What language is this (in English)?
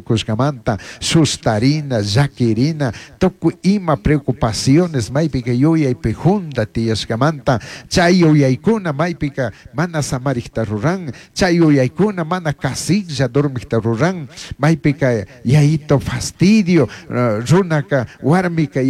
Chimborazo Highland Quichua